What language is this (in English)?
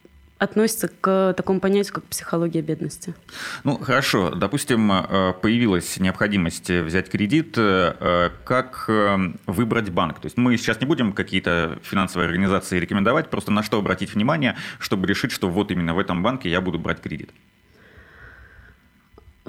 Russian